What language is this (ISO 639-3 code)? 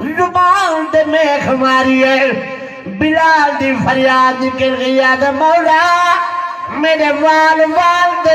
skr